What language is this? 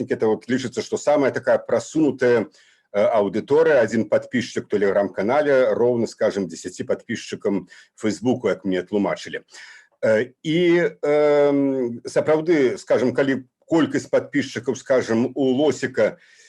Belarusian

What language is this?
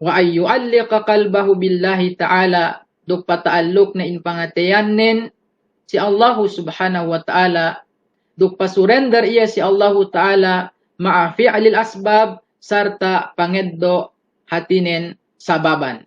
Yakan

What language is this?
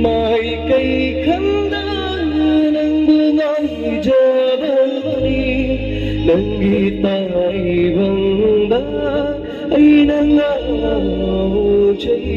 Manipuri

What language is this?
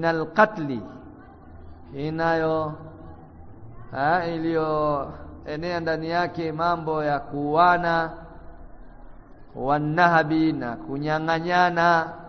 Swahili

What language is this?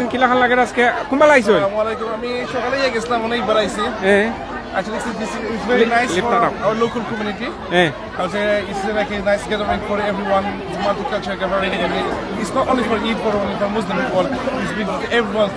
Sylheti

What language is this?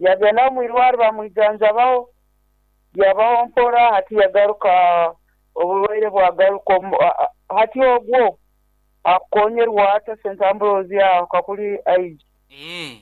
Nyankole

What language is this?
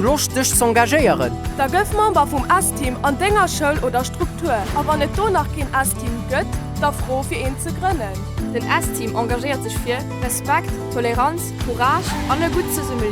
Luxembourgish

